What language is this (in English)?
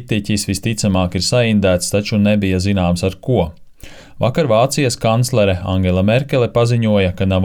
Latvian